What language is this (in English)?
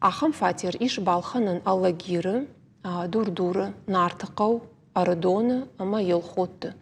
Ossetic